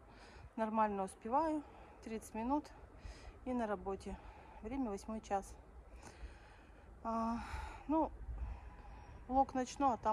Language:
Russian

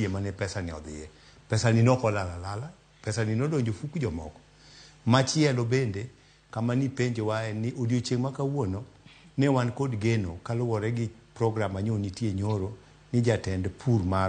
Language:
Luo (Kenya and Tanzania)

